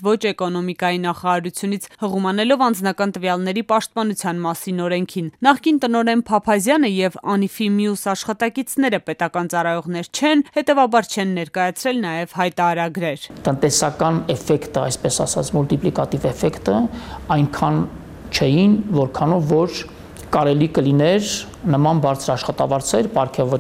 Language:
Armenian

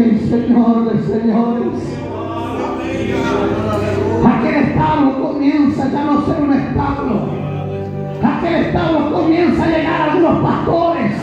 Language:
Spanish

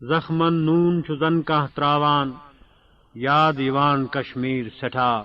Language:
Kashmiri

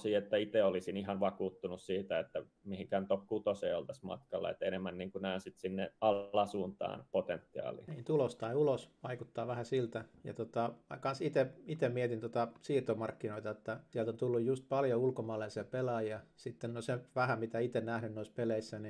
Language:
Finnish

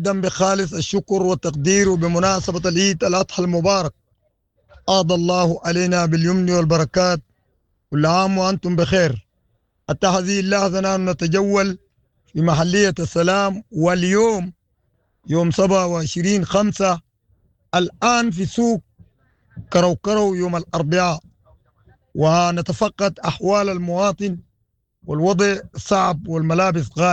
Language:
Sudanese Arabic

